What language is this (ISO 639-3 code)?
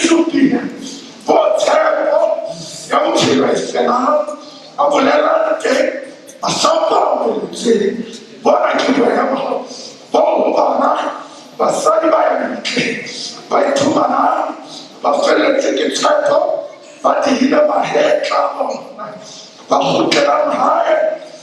sot